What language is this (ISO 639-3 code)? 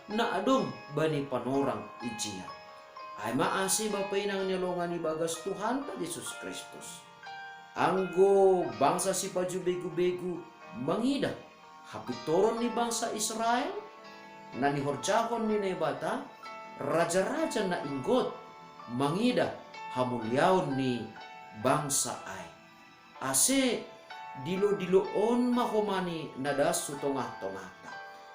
bts